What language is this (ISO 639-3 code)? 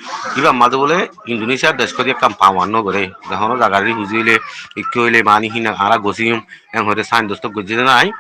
rhg